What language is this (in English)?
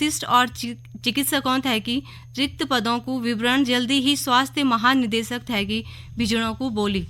Garhwali